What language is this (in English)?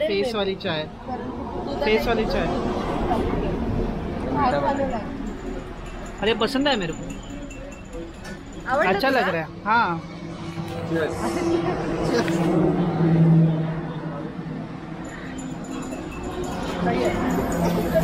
Marathi